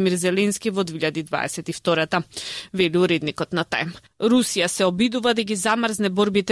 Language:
Macedonian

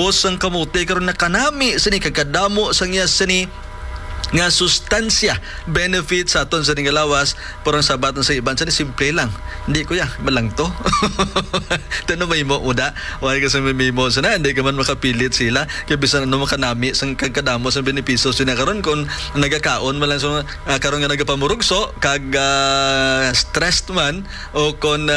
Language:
Hiligaynon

